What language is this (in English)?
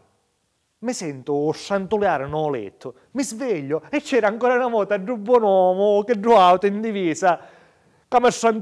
Sicilian